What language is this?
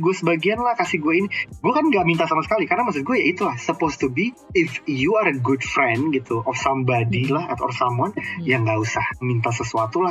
Indonesian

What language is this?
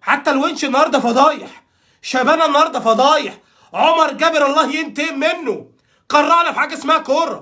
Egyptian Arabic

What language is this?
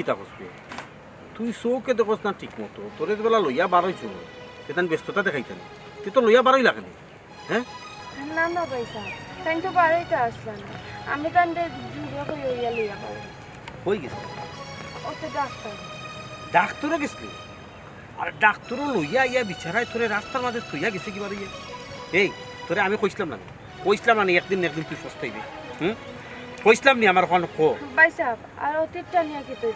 Sylheti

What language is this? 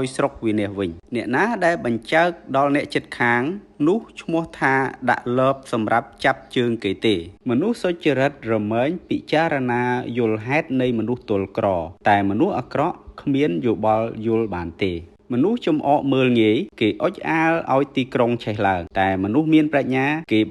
Khmer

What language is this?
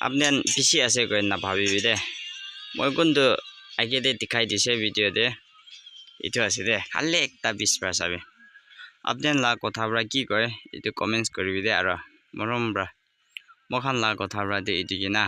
Naga Pidgin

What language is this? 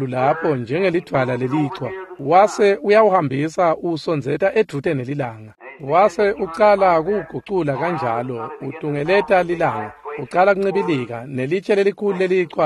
Swati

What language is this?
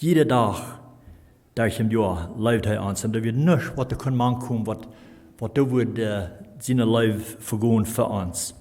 Plautdietsch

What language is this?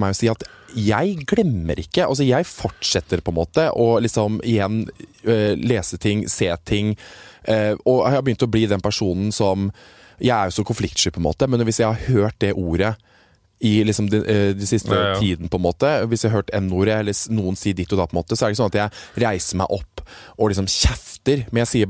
Norwegian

